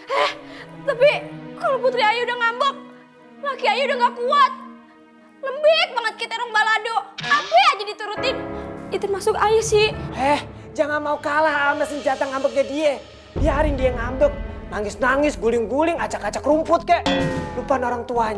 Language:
Betawi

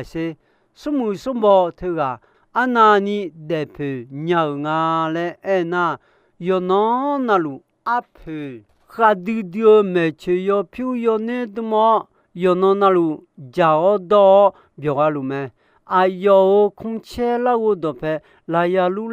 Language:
Akha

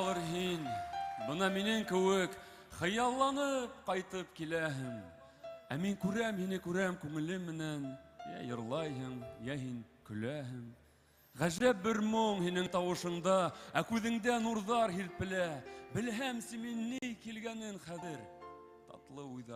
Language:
Bashkir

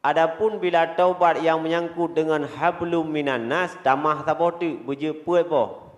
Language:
Achinese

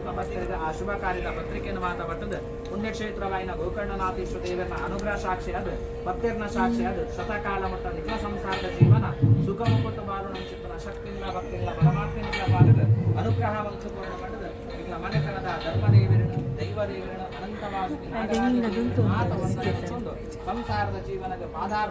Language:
Tulu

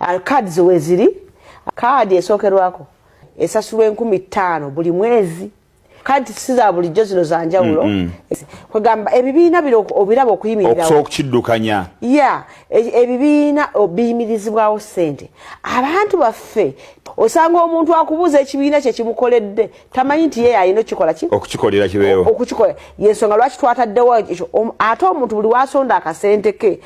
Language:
Ganda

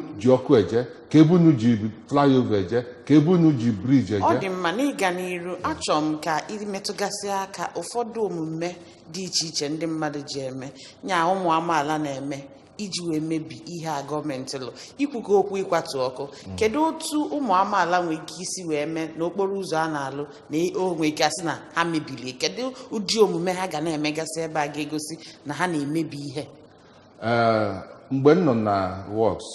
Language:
Igbo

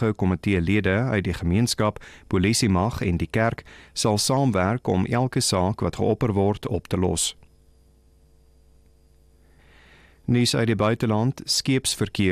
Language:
Afrikaans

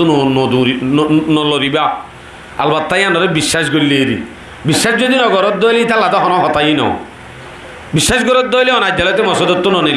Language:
Rohingya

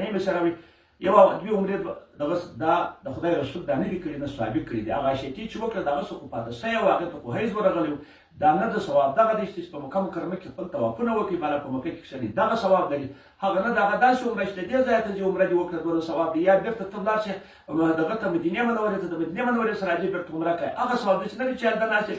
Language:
Pashto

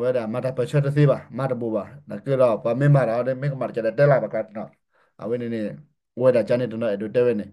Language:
S'gaw Karen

